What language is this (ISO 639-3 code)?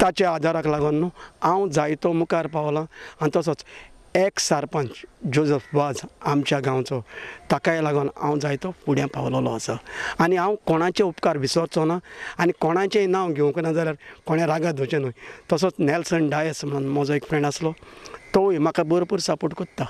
kok